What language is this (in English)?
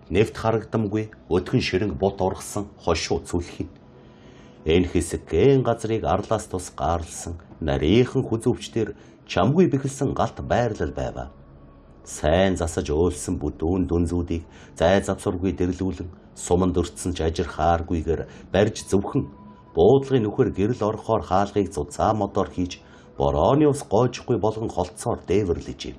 Mongolian